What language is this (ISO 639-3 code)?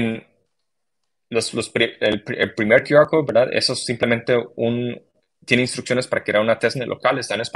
spa